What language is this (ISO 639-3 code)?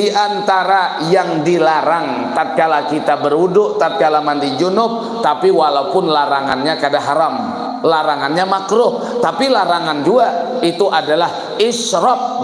bjn